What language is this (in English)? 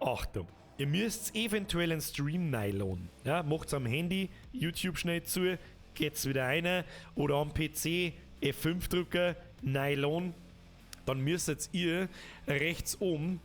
Bavarian